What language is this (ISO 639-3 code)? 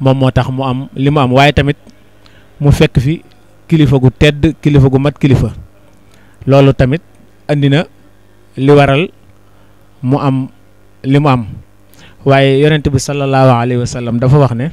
wol